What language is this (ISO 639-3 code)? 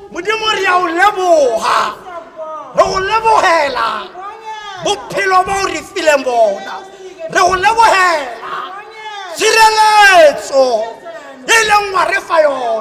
tsn